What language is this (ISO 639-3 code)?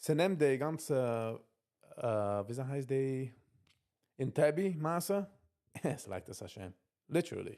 yid